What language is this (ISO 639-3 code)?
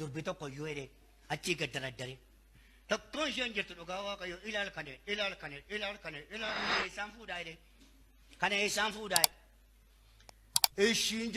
orm